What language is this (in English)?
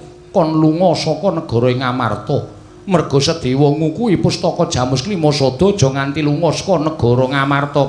Javanese